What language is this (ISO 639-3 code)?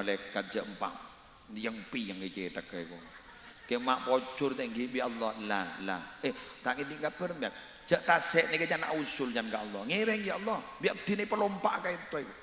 mad